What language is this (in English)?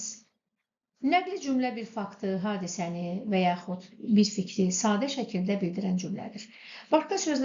Azerbaijani